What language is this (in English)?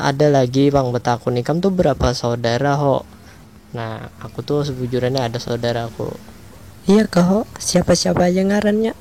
Banjar